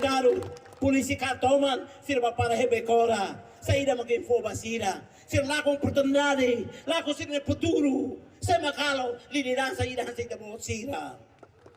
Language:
Tetum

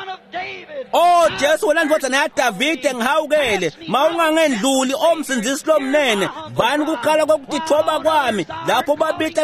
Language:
Swati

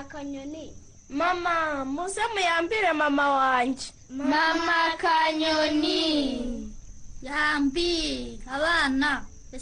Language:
Kinyarwanda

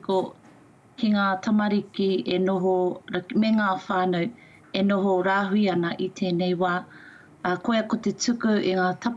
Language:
Māori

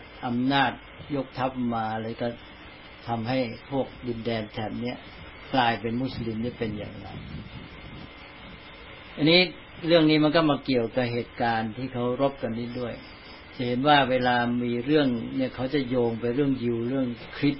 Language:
Thai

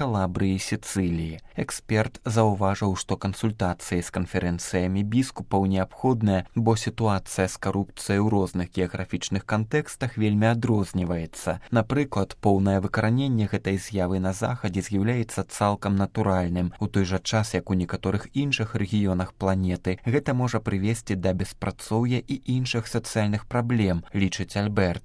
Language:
Belarusian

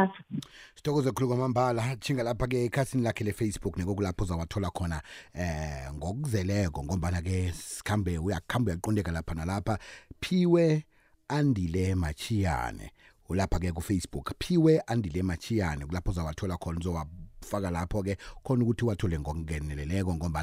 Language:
South Ndebele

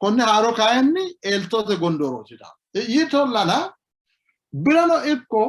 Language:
Sidamo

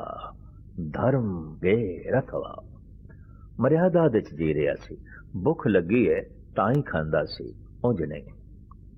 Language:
Punjabi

